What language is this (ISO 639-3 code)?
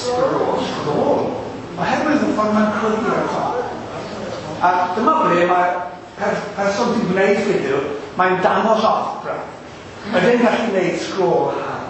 cym